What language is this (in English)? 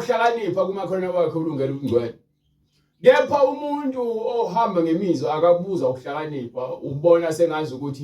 Zulu